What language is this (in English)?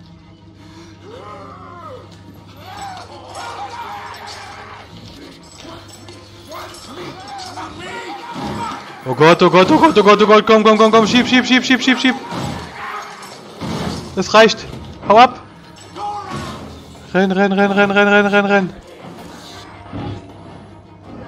German